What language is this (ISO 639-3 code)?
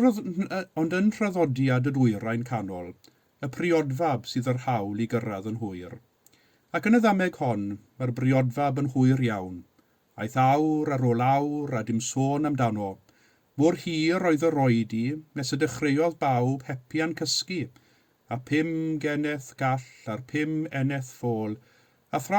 cym